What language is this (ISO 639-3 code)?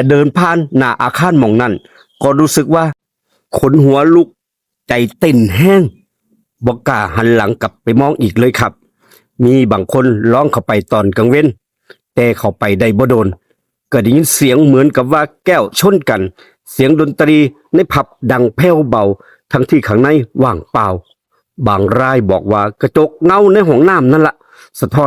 tts